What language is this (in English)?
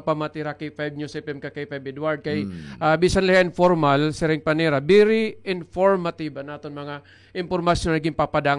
Waray